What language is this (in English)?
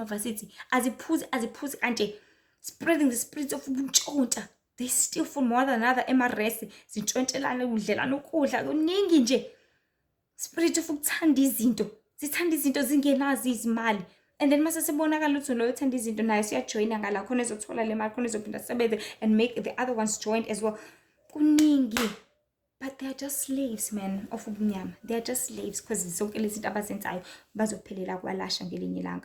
Zulu